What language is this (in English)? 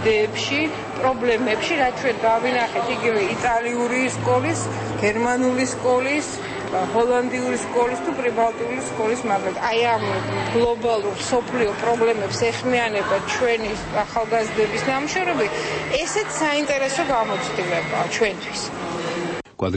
Georgian